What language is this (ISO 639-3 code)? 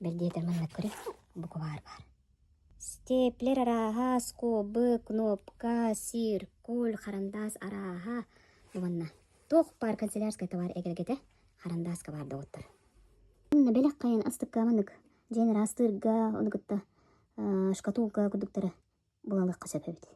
sah